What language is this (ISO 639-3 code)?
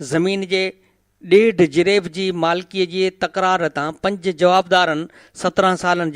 snd